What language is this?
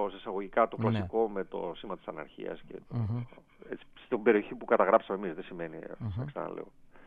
Greek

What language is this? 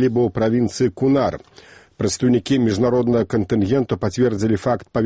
Belarusian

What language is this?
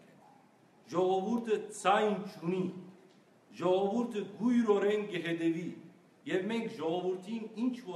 Western Armenian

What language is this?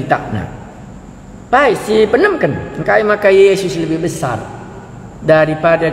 Batak Karo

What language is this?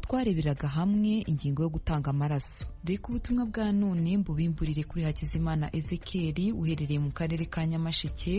Kinyarwanda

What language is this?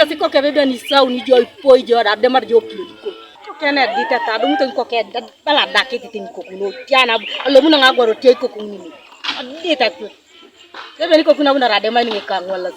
Teso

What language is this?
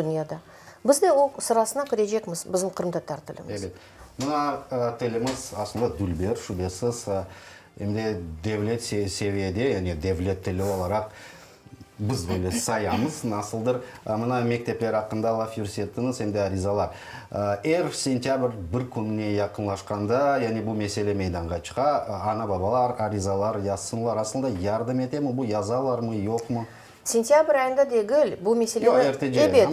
Crimean Tatar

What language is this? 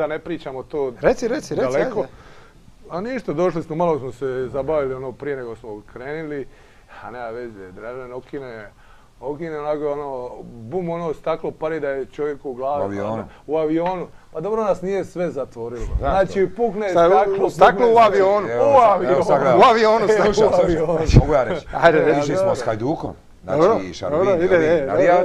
Croatian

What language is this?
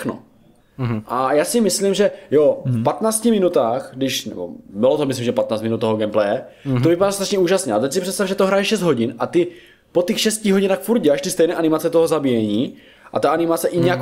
Czech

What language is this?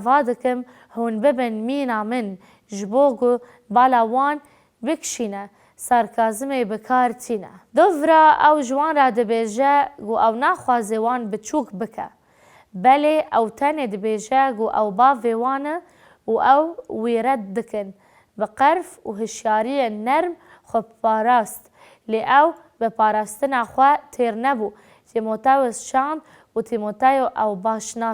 Kurdish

